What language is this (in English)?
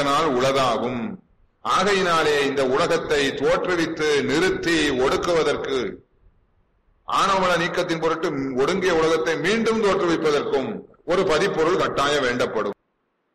Tamil